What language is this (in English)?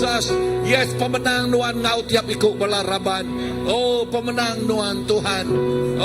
Iban